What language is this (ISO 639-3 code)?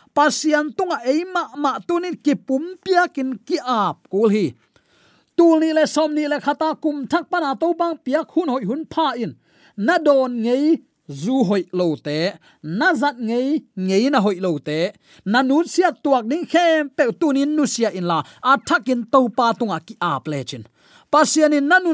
ctd